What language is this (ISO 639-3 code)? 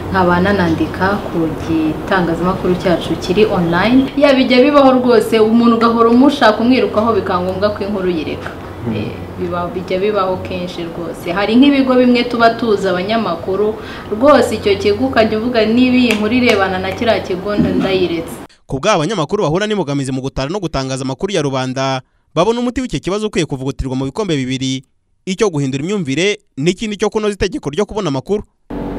kin